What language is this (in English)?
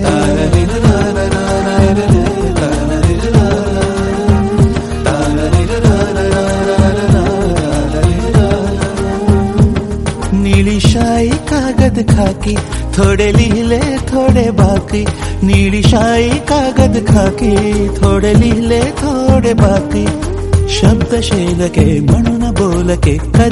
Marathi